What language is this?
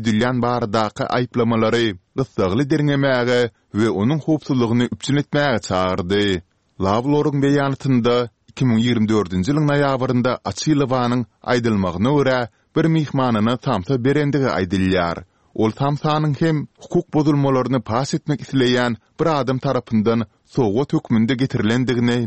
Kyrgyz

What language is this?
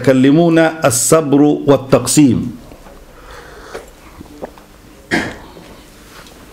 Egyptian Arabic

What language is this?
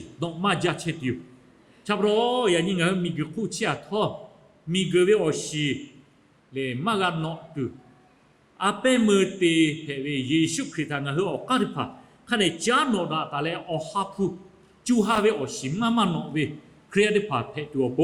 Lahu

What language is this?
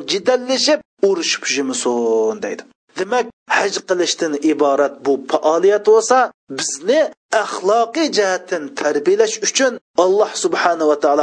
Uyghur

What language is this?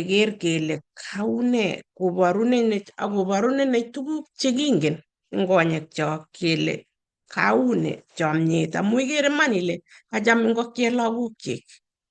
Kalenjin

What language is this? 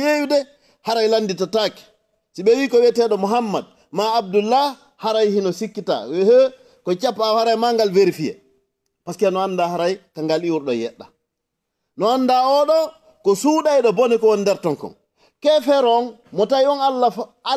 Fula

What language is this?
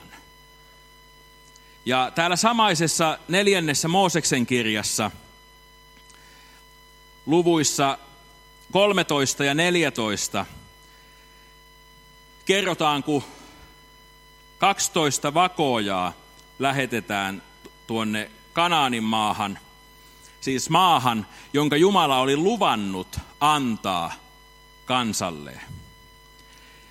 Finnish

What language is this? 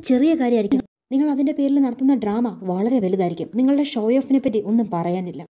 Malayalam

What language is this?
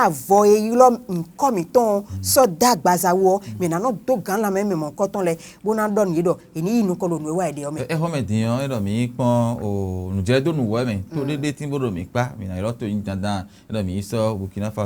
Fon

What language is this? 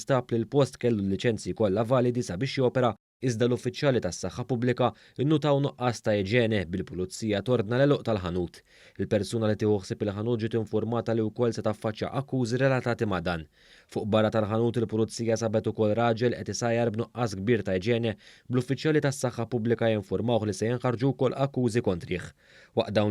Maltese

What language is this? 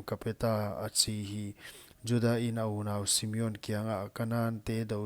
Paite Chin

